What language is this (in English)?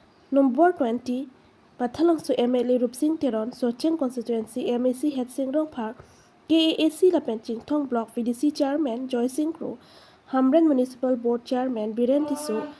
Karbi